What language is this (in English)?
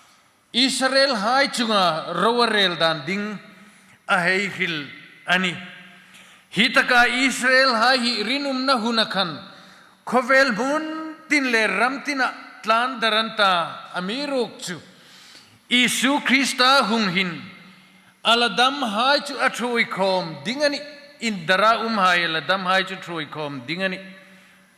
Hmar